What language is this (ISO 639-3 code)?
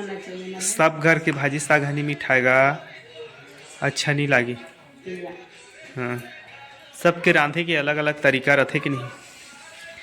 hne